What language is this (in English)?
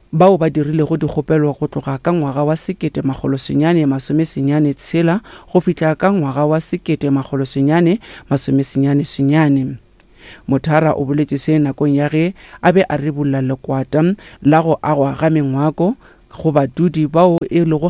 Northern Sotho